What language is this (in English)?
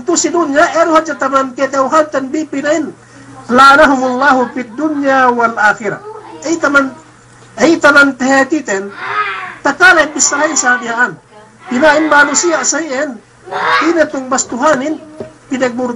Yakan